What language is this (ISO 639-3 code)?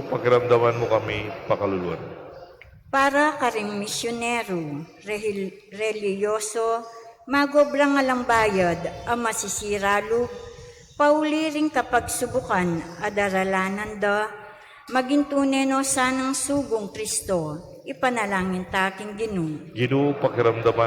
pam